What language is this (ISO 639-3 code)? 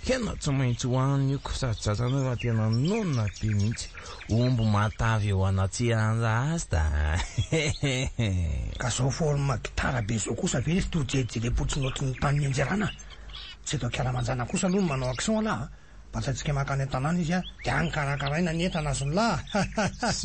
mlg